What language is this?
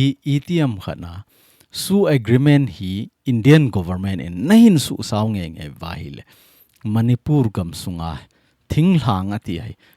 Thado Chin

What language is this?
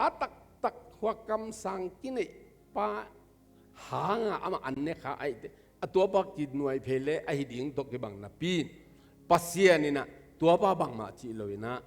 Tedim Chin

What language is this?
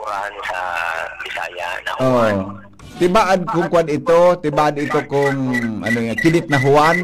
Bikol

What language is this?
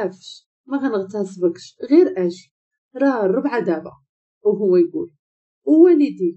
Moroccan Arabic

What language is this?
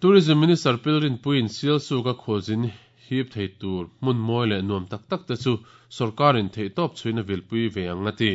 Mizo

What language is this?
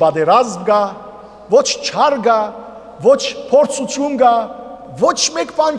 Western Armenian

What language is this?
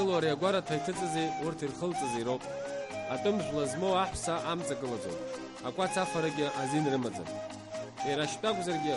Abkhazian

